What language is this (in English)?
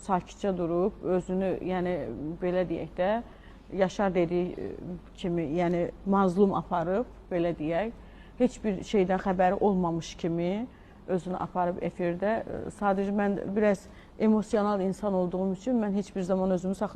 Azerbaijani